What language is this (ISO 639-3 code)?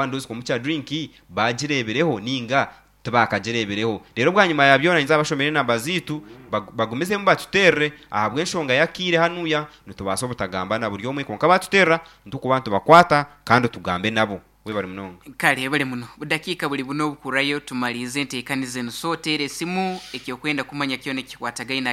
nyn